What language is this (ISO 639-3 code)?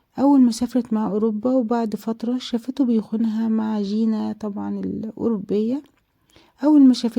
arz